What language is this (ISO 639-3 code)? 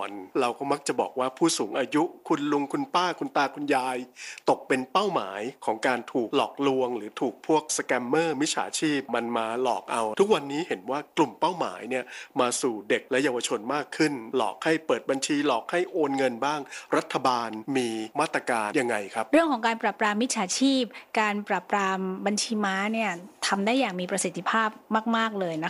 tha